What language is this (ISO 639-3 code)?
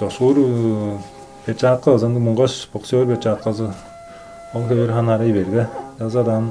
tyv